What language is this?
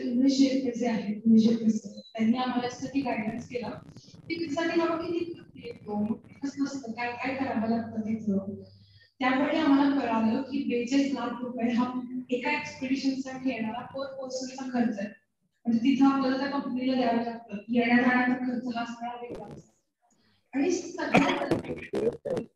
Marathi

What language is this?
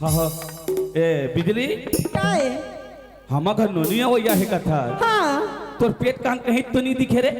Chhattisgarhi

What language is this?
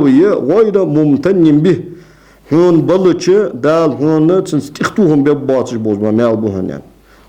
Ingush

